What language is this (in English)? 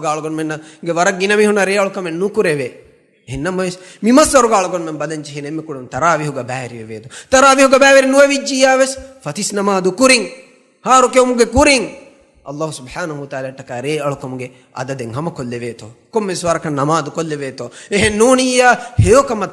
Divehi